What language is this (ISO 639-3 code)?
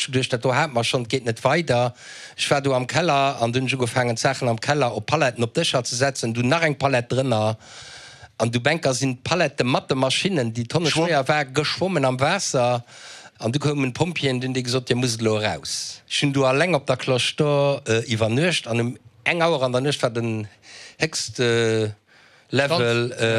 ltz